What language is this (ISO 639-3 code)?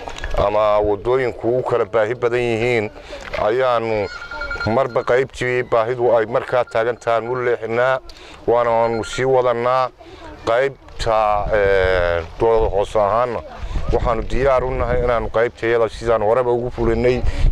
som